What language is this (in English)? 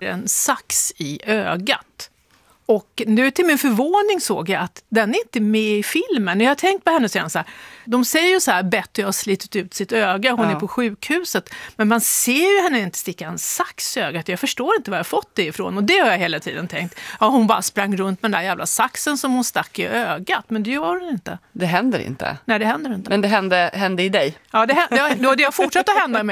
Swedish